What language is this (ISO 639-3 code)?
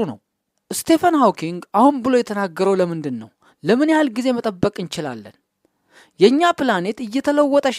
amh